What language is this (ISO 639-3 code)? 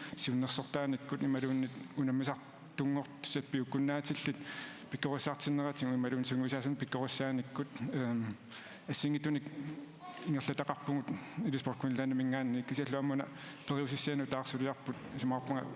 kal